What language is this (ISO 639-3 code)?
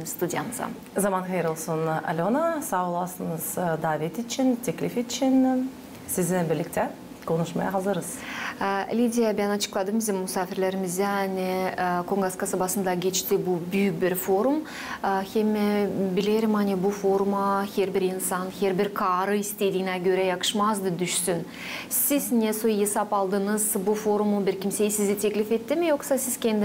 gag